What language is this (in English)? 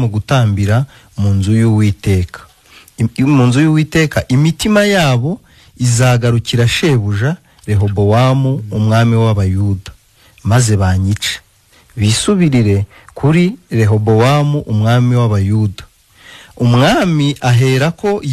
Kinyarwanda